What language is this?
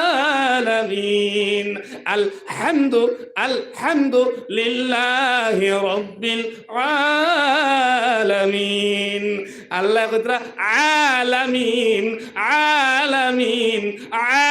Sylheti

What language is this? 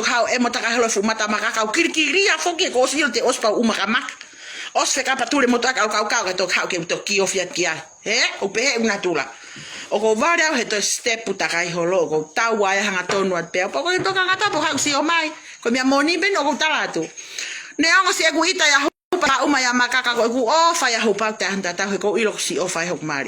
Tongan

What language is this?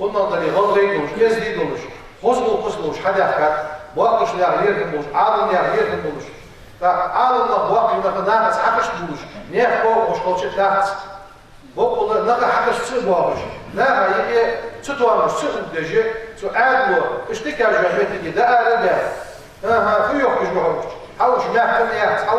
Ingush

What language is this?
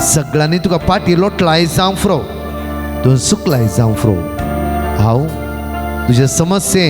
Konkani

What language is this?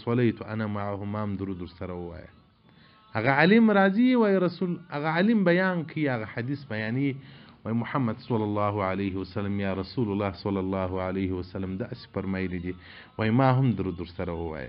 Pashto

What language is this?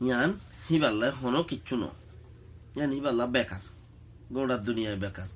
Rohingya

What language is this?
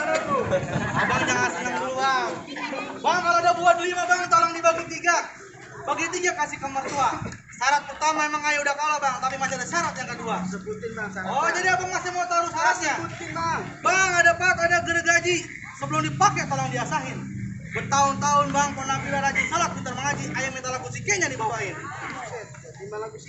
Betawi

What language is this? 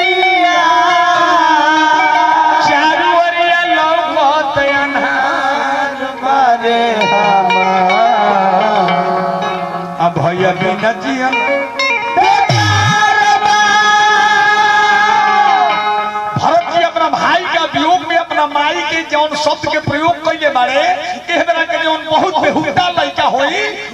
Bhojpuri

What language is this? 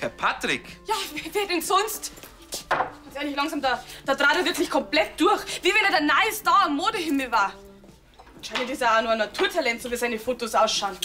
Bavarian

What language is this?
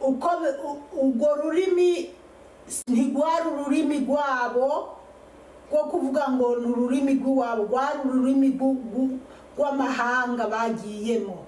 Rundi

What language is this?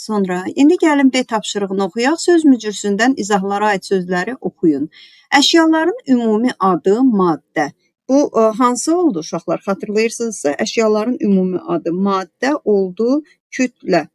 Azerbaijani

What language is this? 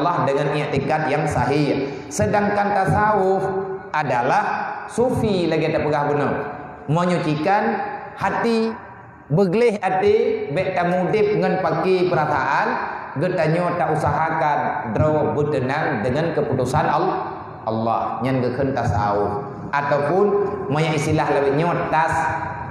Achinese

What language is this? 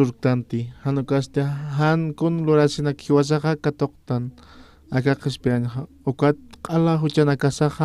Aymara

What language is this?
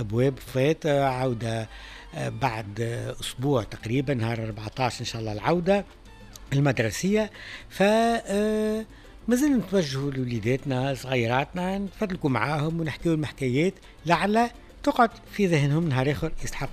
Tunisian Arabic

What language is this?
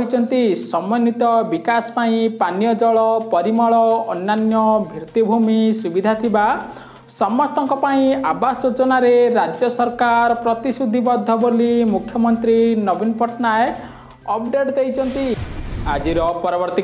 Odia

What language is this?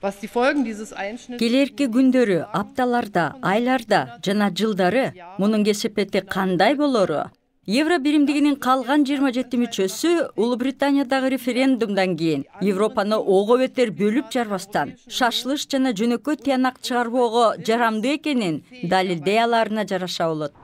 Kyrgyz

